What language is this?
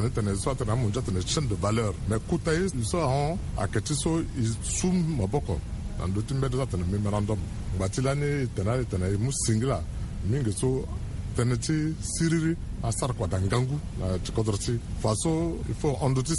Sango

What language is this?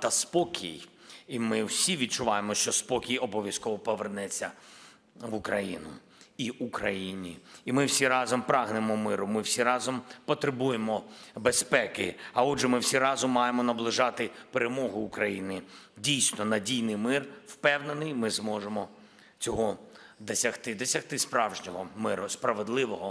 Ukrainian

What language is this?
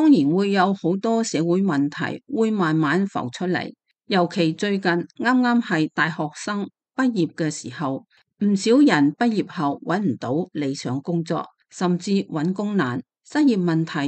Cantonese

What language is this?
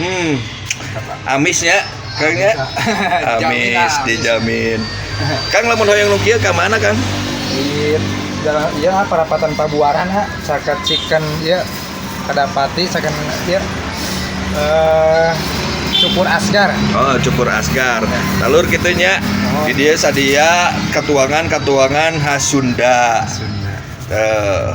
Sundanese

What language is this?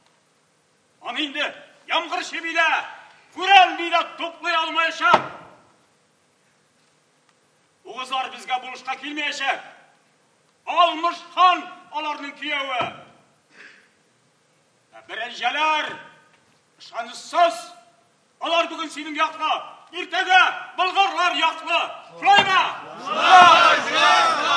Tatar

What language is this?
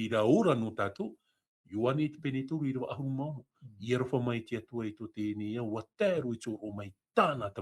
Tahitian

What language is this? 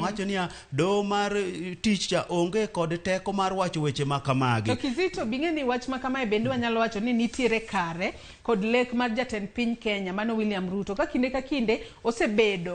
Luo (Kenya and Tanzania)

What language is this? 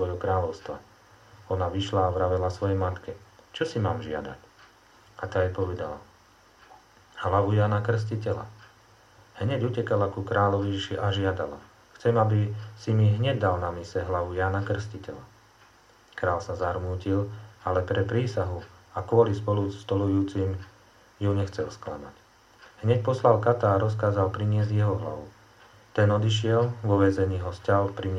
Slovak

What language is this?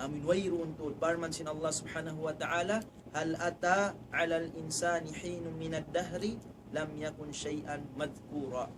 Tausug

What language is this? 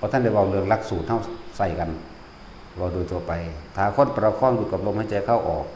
Northeastern Thai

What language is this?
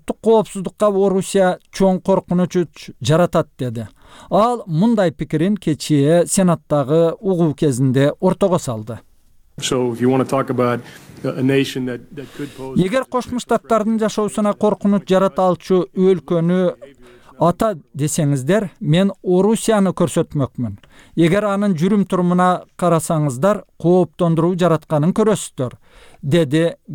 Kyrgyz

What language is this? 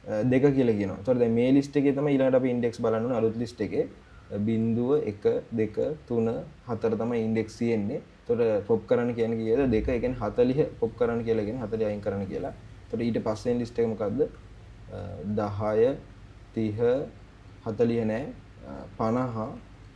Sinhala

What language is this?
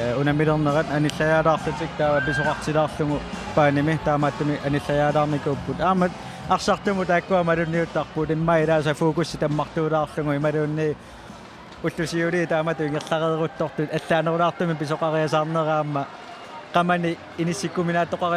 Kalaallisut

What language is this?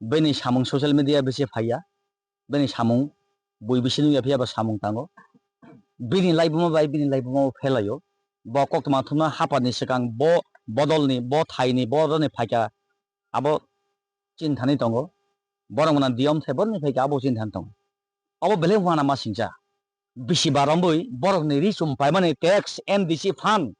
Kok Borok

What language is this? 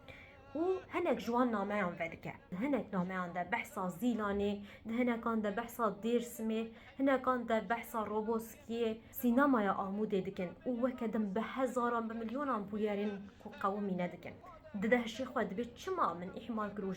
Kurdish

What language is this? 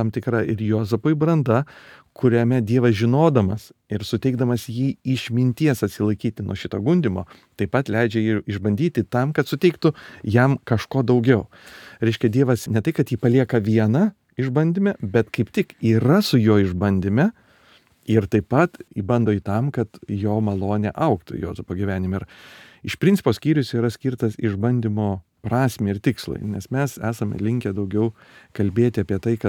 Lithuanian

